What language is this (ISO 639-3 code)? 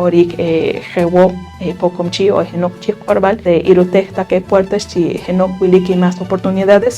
poh